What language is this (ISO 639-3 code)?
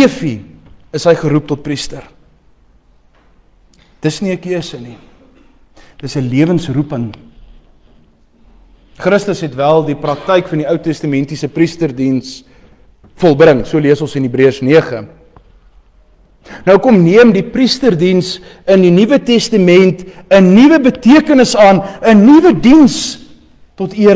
afr